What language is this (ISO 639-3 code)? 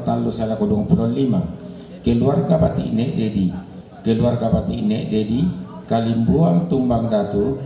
sda